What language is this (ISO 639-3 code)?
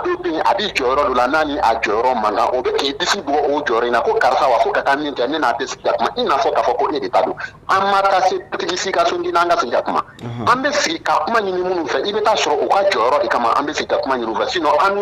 bam